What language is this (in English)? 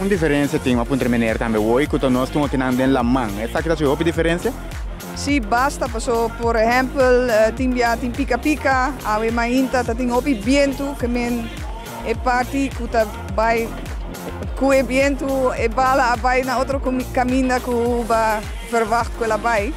Papiamento